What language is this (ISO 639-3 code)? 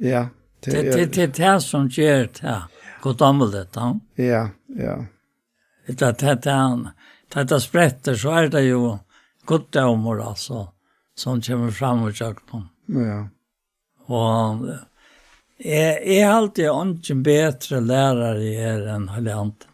fao